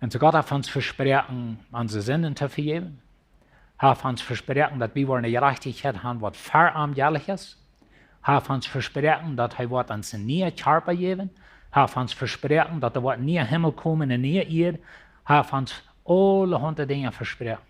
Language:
Plautdietsch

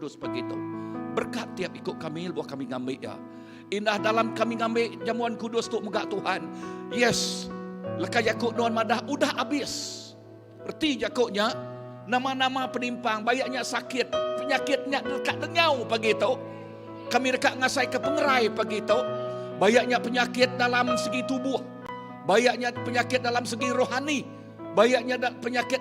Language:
Iban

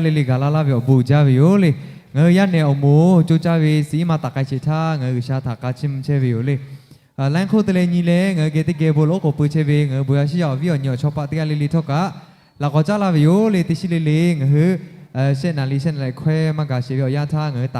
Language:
Lahu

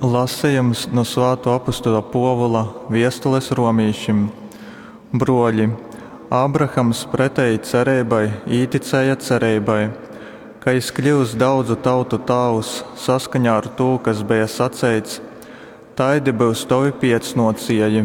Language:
Latgalian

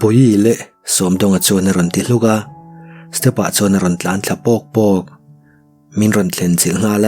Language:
Mizo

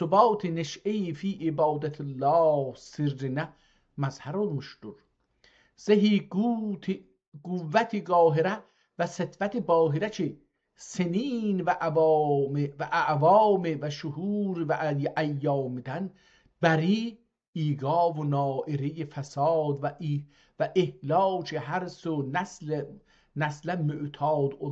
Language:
South Azerbaijani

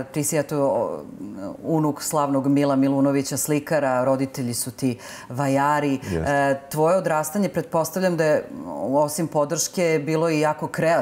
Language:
Serbian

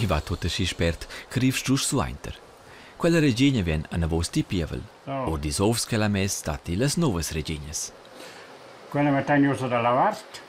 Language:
Romansh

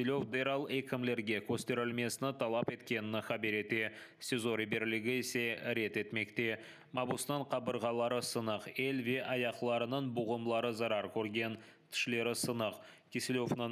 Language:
Crimean Tatar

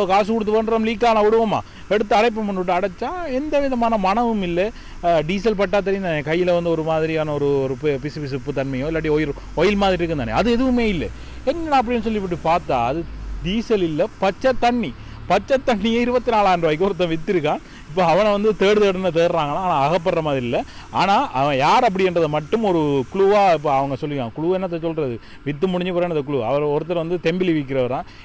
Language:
Tamil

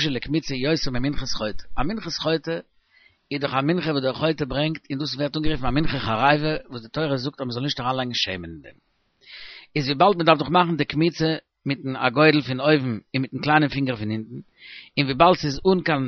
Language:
Yiddish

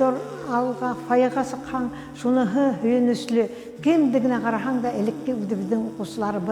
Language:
Bashkir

